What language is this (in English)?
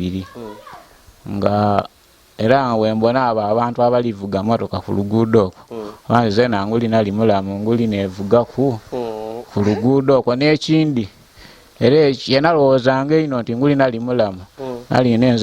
Ganda